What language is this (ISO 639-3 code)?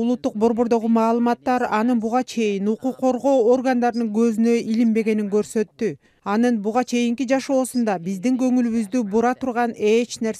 kir